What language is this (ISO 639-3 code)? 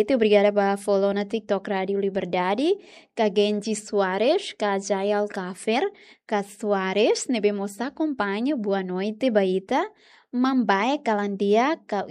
tet